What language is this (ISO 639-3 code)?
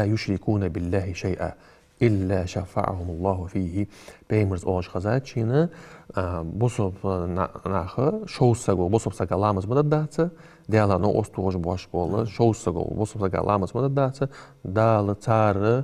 inh